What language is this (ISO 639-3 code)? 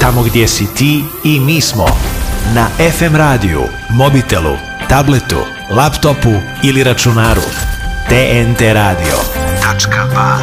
bos